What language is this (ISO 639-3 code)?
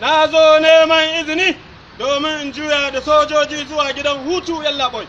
hau